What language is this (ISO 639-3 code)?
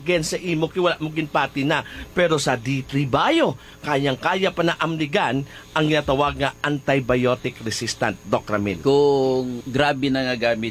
hil